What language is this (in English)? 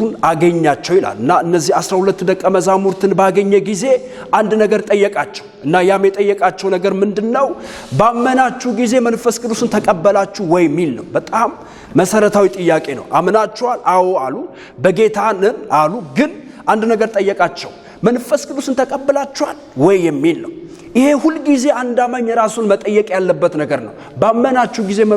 Amharic